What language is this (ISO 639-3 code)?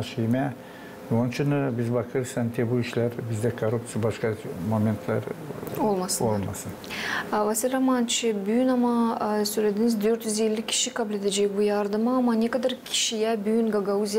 gag